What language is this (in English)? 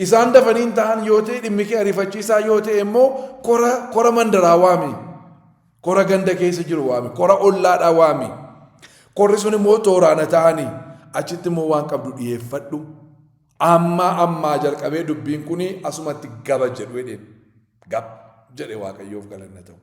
Oromo